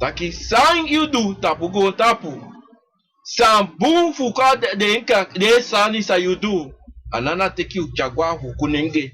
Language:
Sranan Tongo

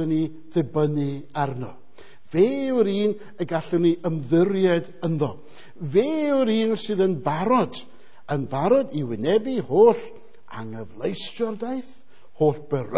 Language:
Welsh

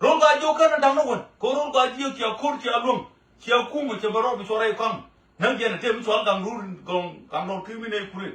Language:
Nuer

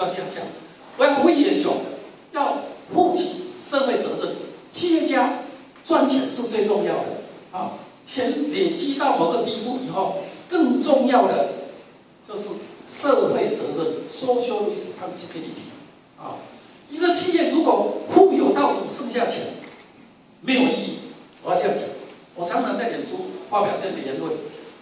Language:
Chinese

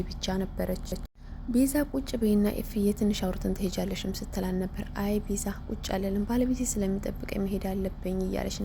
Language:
Amharic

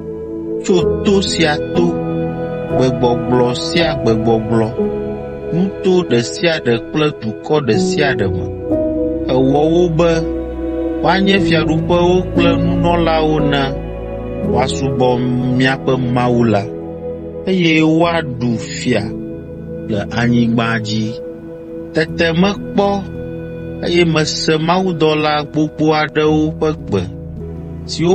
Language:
Ewe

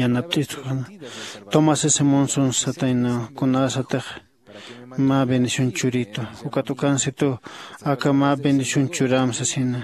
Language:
Aymara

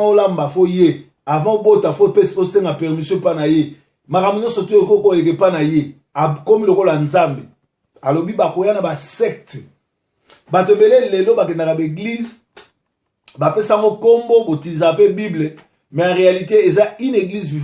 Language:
Lingala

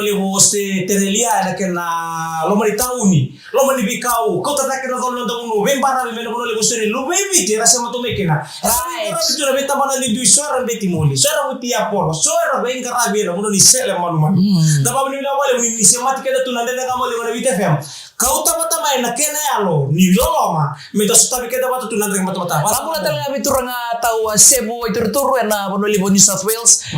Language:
Fijian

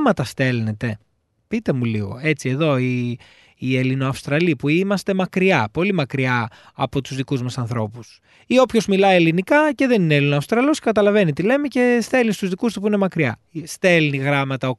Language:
Greek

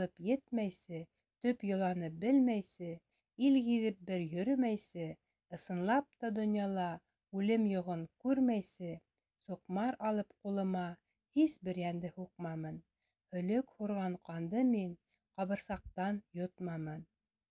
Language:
Bashkir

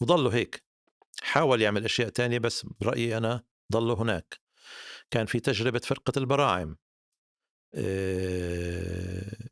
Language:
North Levantine Arabic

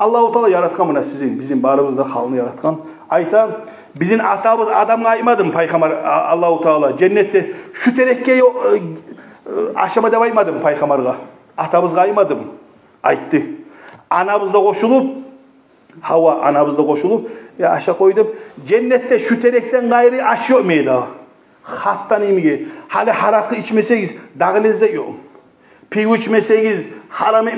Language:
Kumyk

